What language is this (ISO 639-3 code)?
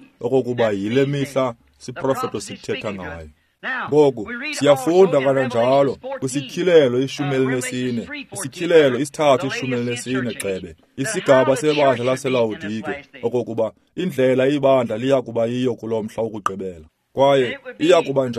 xho